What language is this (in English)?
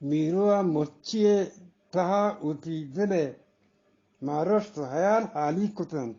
Eastern Balochi